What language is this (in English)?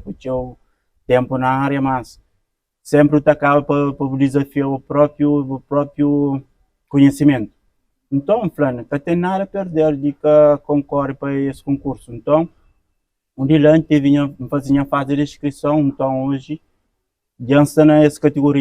Kabuverdianu